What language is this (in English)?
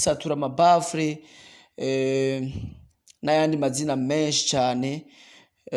Rundi